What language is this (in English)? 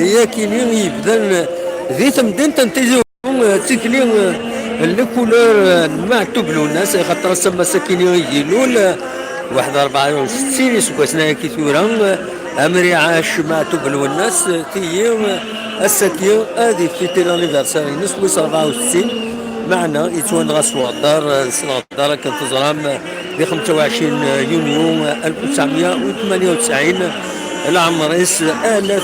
Kabyle